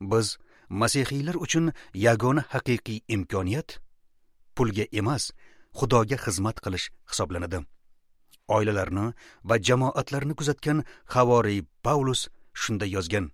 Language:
Uzbek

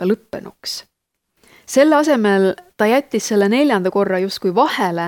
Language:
Estonian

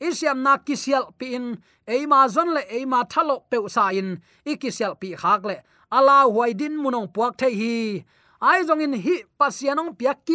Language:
Tedim Chin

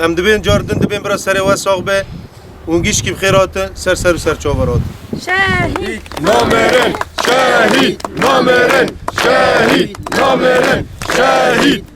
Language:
Kurdish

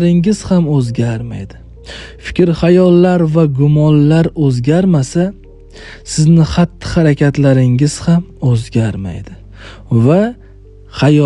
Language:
Uzbek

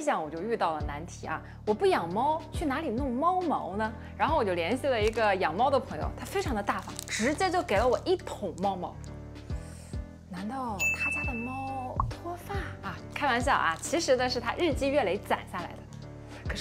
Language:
Chinese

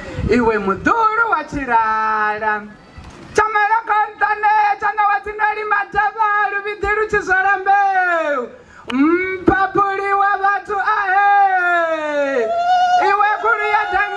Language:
Venda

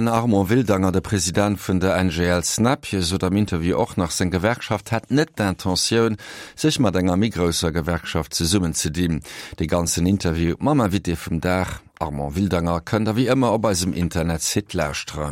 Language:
Luxembourgish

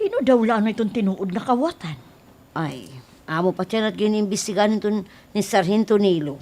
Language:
Waray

